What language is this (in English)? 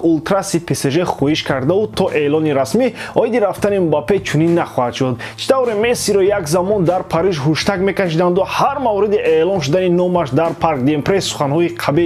Tajik